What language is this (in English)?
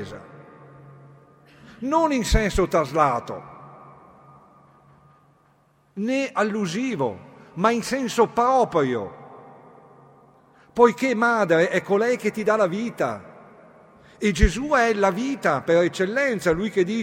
Italian